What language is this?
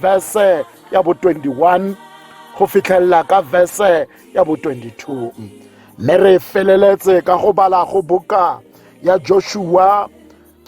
Tswana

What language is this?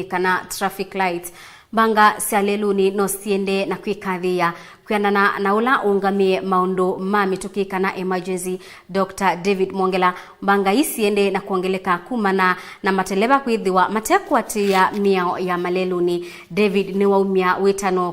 Kamba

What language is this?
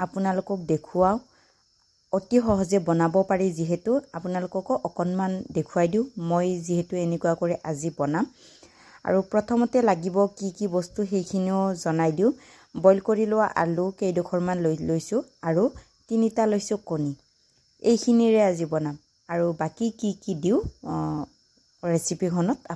Assamese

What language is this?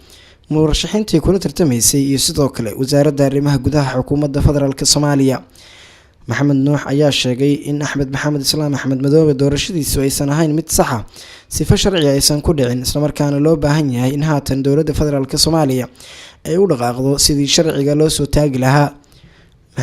Somali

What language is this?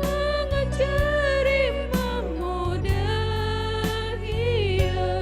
Batak Simalungun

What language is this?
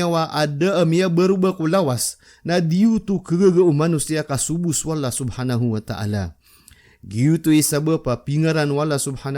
Maranao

